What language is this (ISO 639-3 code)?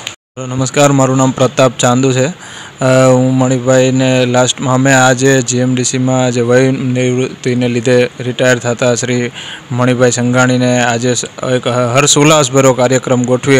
guj